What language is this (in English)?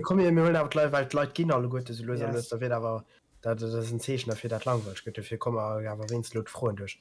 Luxembourgish